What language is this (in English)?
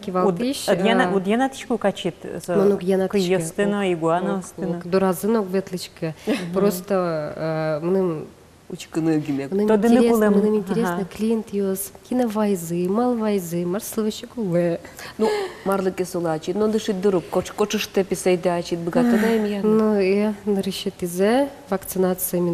Udmurt